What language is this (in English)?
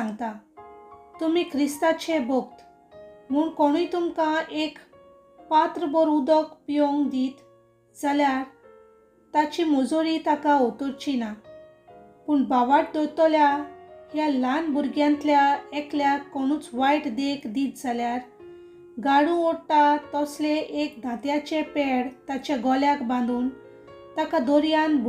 Konkani